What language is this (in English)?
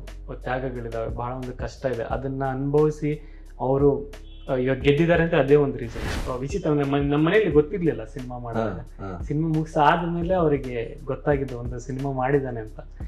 Kannada